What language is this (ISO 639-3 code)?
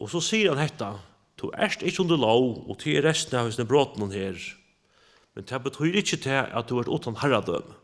fao